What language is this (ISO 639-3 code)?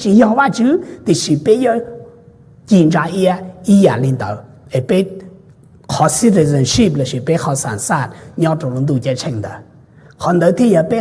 hmn